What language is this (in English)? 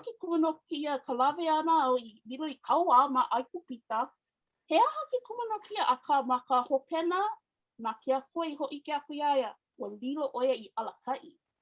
Hawaiian